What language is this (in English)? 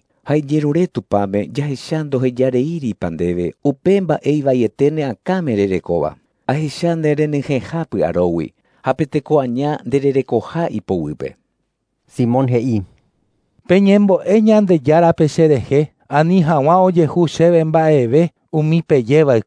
Guarani